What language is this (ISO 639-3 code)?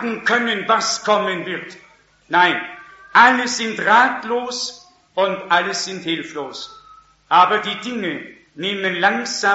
deu